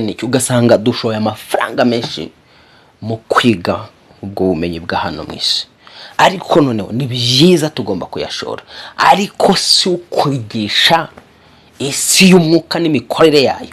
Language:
Kinyarwanda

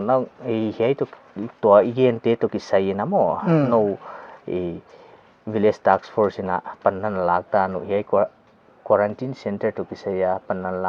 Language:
Paite Chin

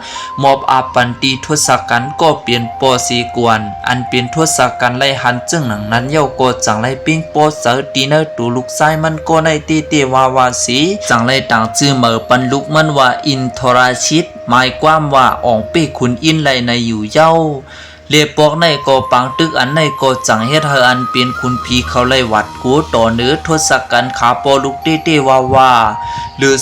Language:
Shan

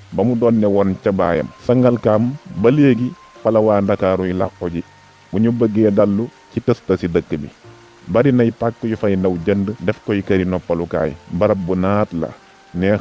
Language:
Wolof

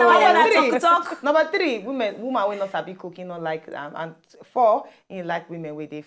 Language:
Nigerian Pidgin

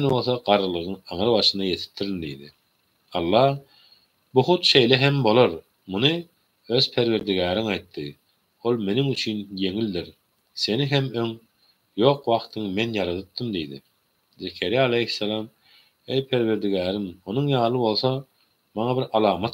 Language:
Turkmen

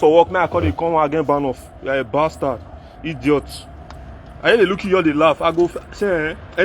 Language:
Nigerian Pidgin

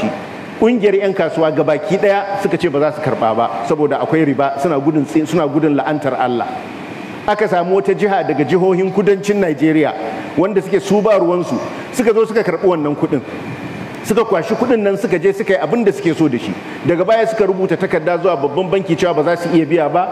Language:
Hausa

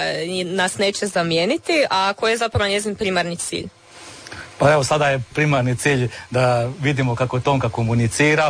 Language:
Croatian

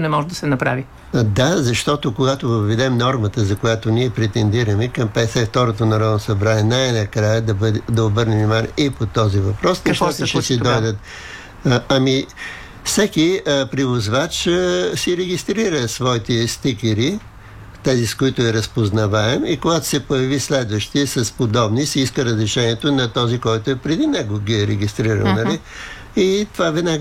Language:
Bulgarian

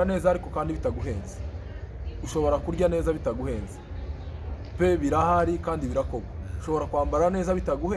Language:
Kinyarwanda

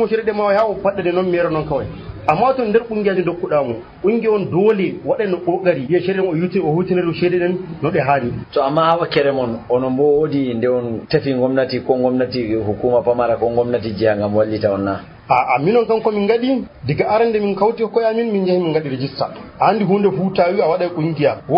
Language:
Nigerian Fulfulde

